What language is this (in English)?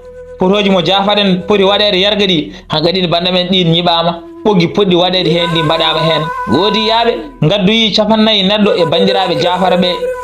Fula